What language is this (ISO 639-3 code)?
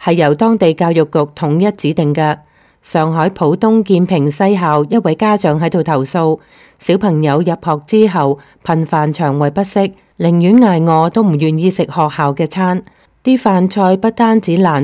yue